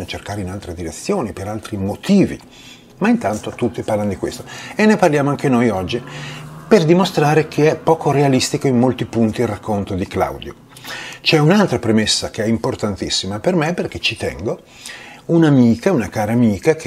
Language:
Italian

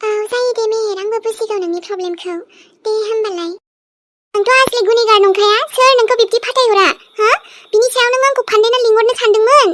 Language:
Bodo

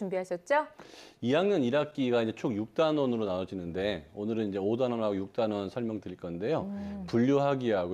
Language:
Korean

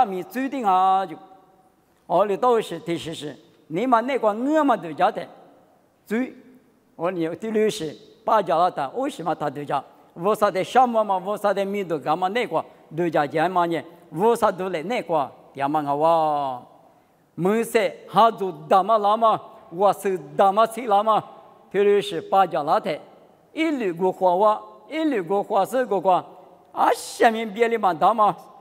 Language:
Lisu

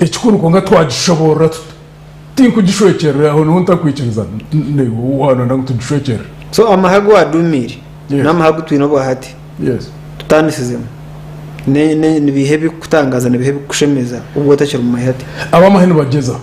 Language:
Nyankole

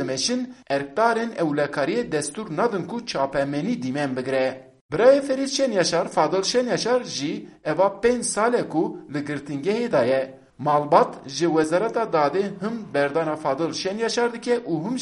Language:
Kurdish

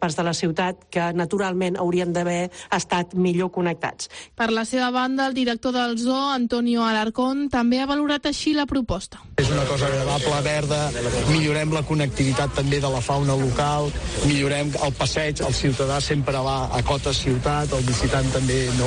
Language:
Catalan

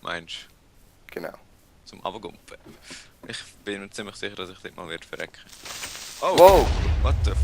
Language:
Swiss German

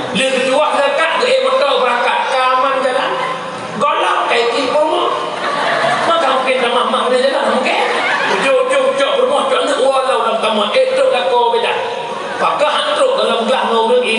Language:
Achinese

